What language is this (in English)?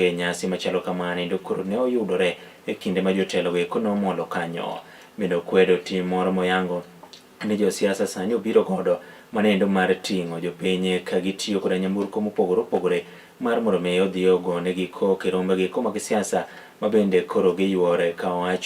Luo (Kenya and Tanzania)